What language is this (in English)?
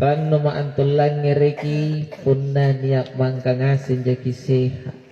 Makasar